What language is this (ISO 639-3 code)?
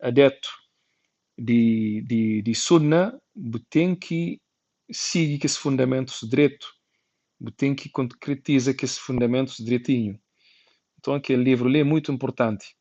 kea